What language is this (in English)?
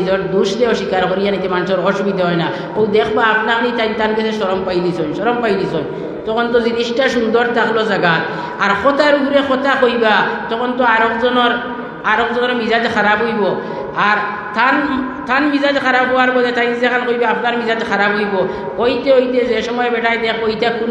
Sylheti